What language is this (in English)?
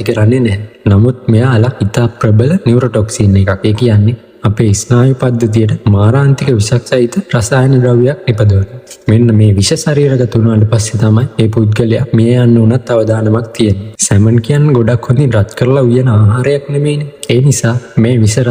Sinhala